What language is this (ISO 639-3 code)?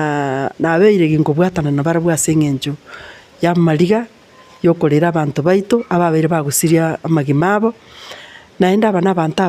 guz